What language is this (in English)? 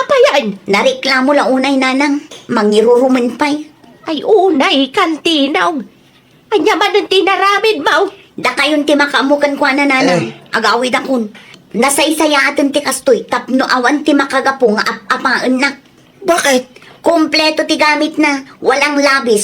Iloko